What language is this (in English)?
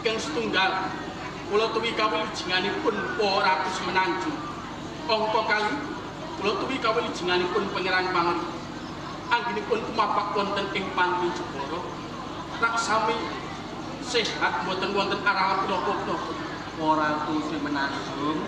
Javanese